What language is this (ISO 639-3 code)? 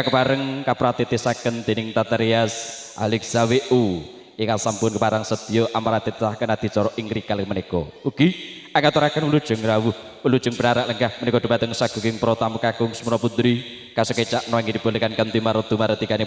jav